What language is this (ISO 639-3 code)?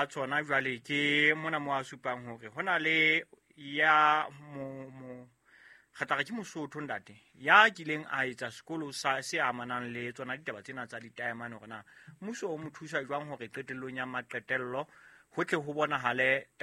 sot